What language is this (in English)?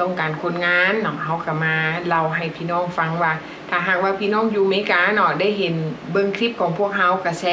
Lao